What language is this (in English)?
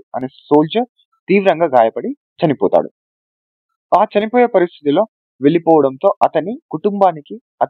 Telugu